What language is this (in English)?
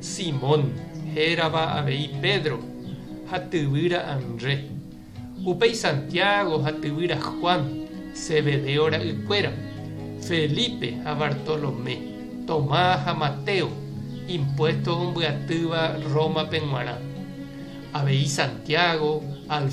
Guarani